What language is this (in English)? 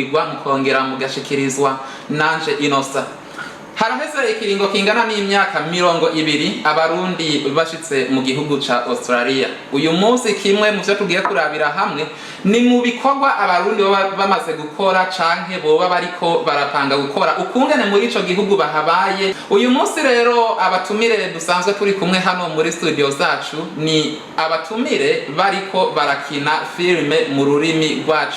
Rundi